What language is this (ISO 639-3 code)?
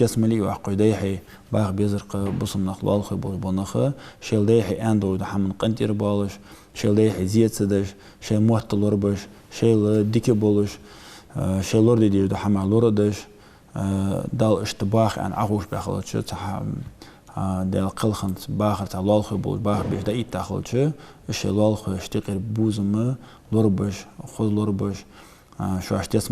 inh